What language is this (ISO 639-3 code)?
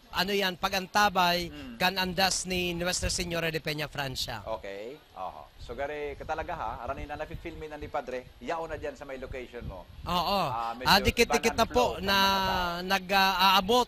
bik